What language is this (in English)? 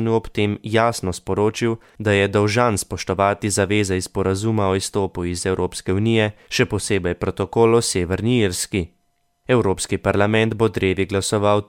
Slovenian